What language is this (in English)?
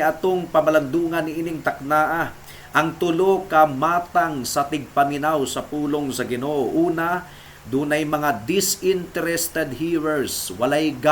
Cebuano